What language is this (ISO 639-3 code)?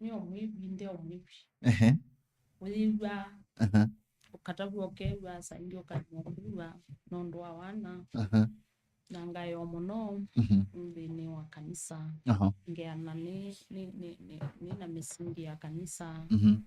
kam